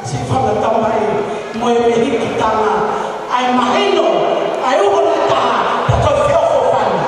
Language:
Tongan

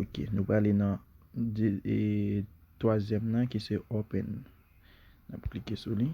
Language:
Haitian Creole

